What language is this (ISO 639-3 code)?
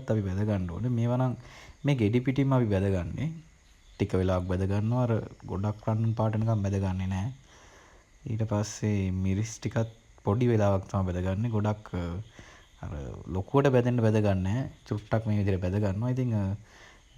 sin